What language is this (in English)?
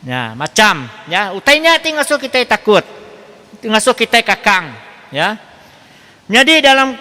Iban